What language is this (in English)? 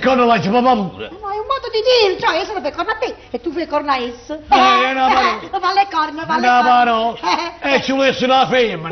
Neapolitan